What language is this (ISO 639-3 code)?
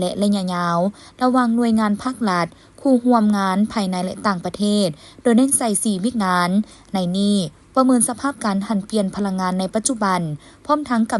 lao